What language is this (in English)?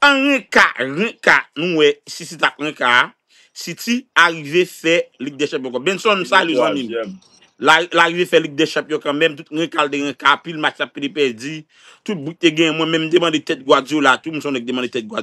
Haitian Creole